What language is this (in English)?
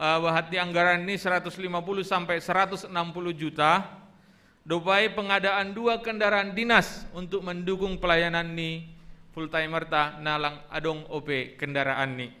Batak Simalungun